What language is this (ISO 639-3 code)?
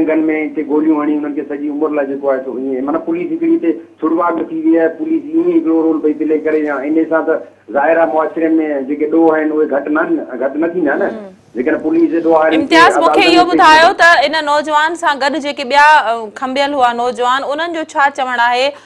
snd